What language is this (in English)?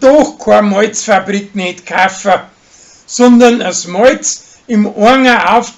Bavarian